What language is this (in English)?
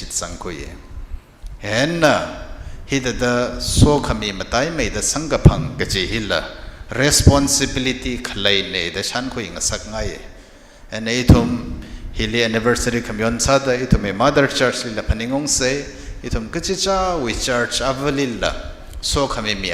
Tangkhul Naga (India)